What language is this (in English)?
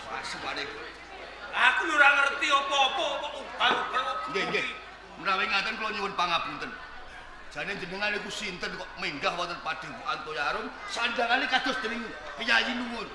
Javanese